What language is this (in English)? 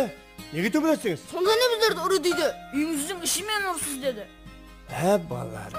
Kara-Kalpak